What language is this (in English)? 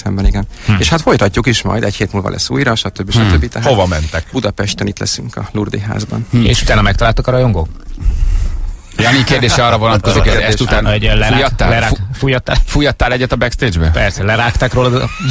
Hungarian